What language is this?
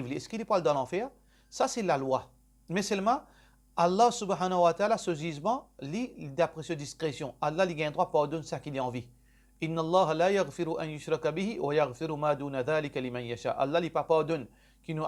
Morisyen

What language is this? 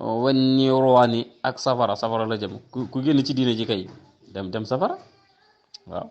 Wolof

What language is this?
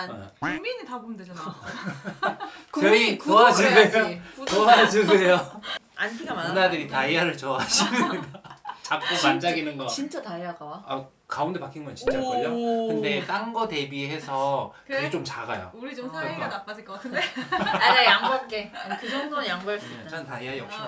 Korean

